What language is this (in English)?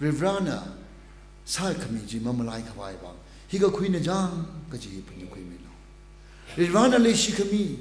Tangkhul Naga (India)